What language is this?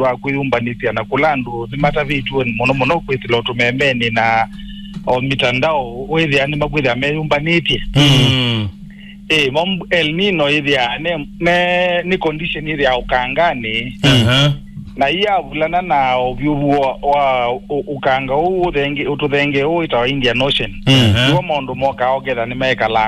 Kamba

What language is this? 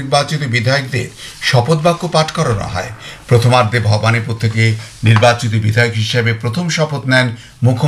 Bangla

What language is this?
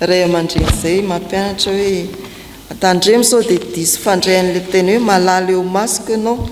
Malagasy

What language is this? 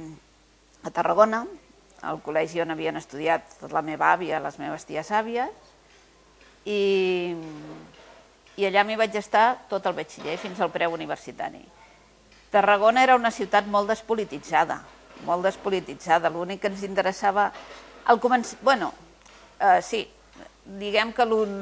Catalan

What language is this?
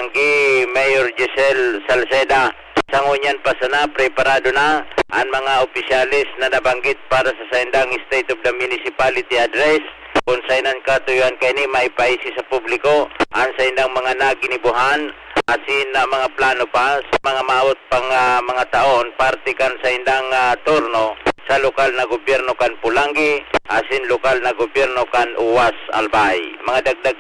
Bikol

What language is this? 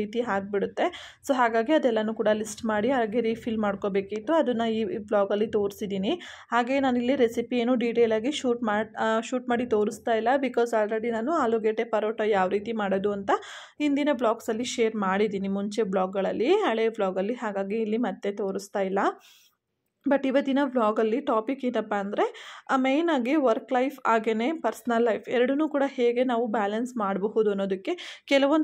Kannada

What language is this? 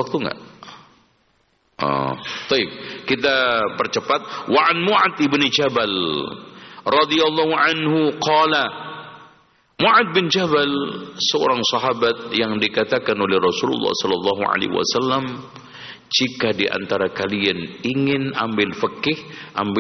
Indonesian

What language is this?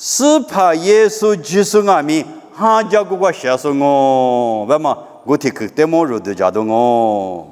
Lisu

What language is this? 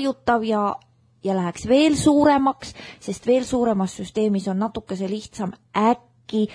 Estonian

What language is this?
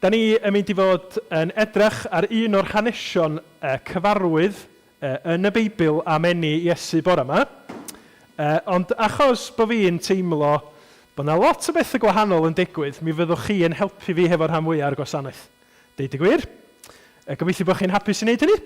Welsh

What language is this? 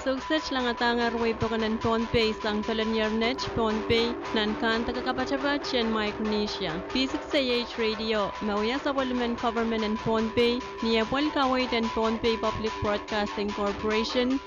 Pohnpeian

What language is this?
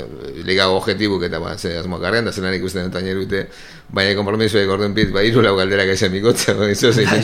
Basque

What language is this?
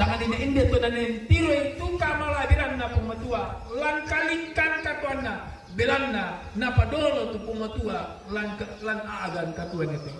Toraja-Sa'dan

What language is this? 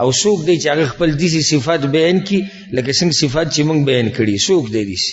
Pashto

